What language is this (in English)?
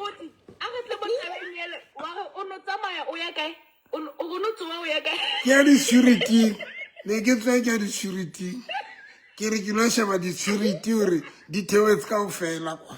Southern Sotho